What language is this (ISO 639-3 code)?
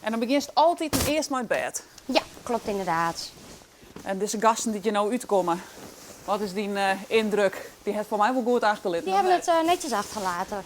fry